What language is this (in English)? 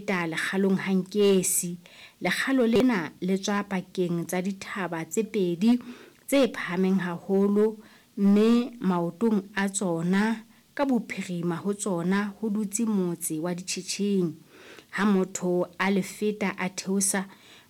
Southern Sotho